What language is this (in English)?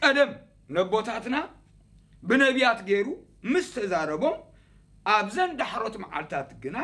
Tigrinya